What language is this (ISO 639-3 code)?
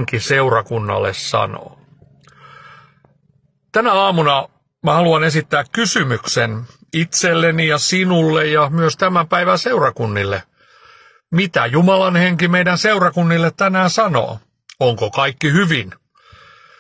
fin